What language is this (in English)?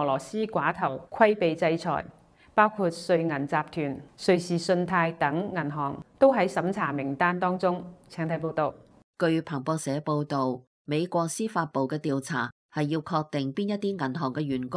Cantonese